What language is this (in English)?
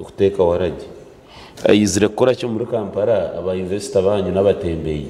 Nyankole